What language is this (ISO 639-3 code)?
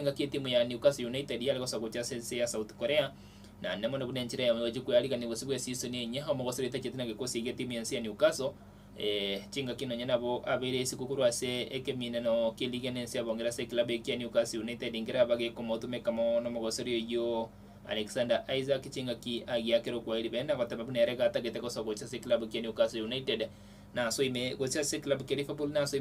guz